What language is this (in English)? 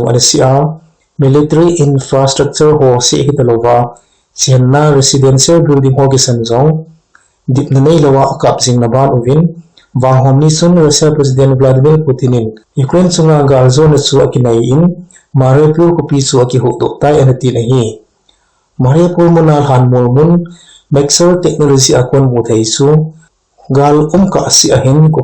Thado Chin